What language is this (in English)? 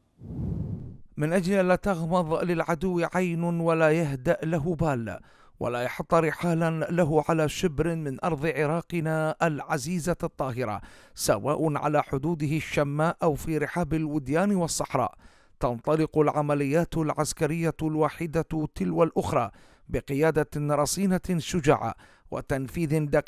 Arabic